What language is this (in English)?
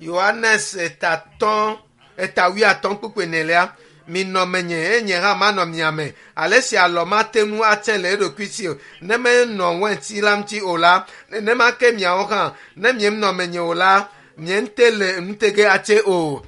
Ewe